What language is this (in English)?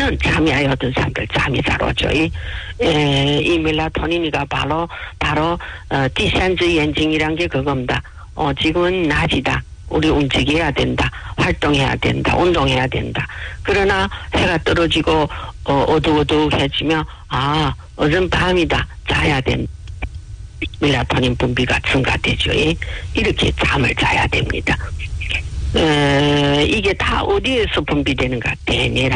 Korean